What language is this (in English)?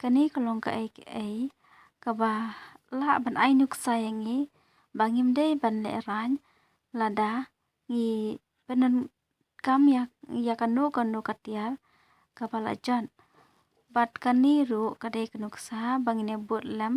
Khasi